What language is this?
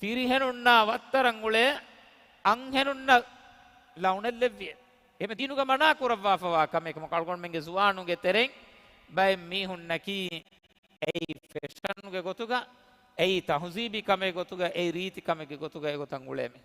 Divehi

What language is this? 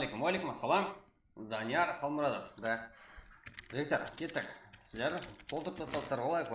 Kara-Kalpak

